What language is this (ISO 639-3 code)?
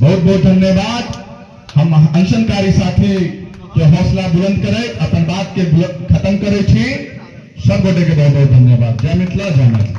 mai